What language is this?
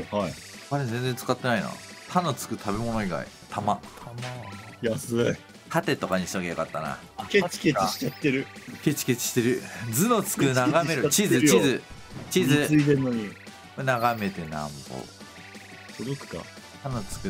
Japanese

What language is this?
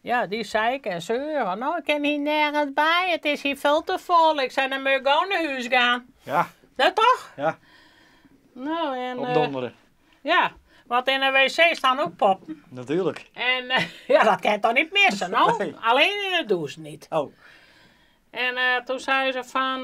Western Frisian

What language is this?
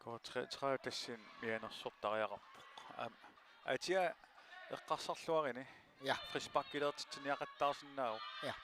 Kalaallisut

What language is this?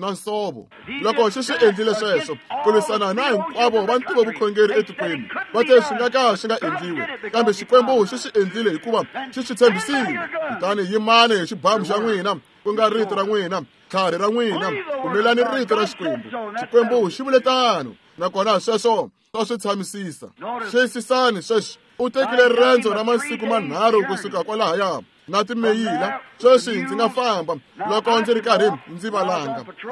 Tsonga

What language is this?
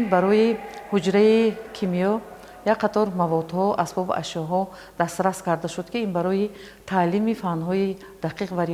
Tajik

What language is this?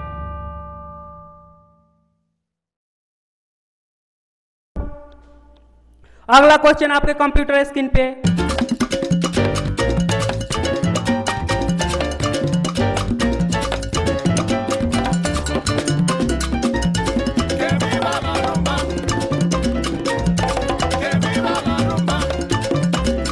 Hindi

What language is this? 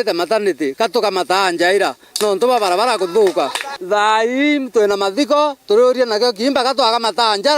Meru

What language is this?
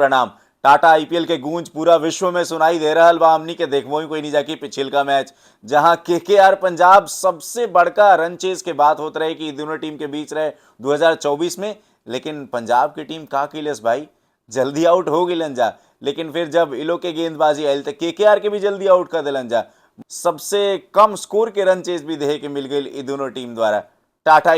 Bhojpuri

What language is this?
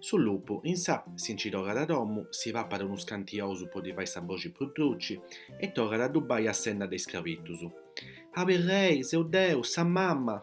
Sardinian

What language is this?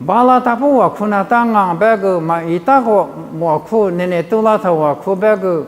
Lisu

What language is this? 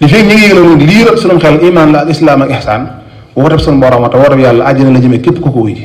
Wolof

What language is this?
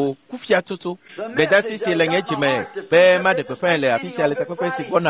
Ewe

